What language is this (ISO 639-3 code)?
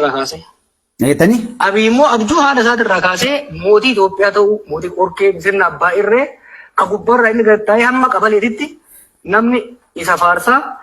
orm